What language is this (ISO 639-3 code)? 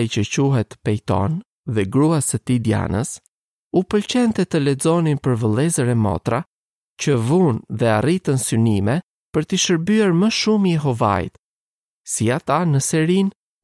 sqi